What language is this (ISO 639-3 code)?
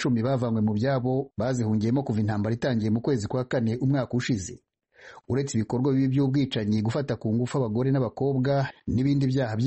kin